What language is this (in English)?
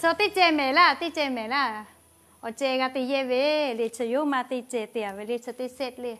Lahu